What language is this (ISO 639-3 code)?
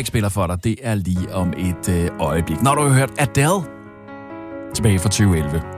dan